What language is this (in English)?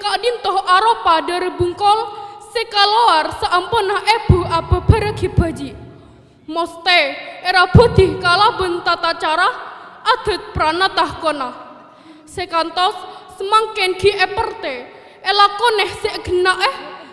Madurese